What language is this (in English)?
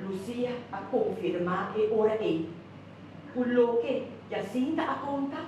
Papiamento